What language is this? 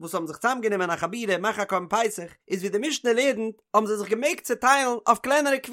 Yiddish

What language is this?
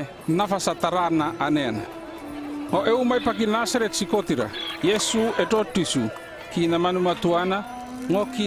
North Efate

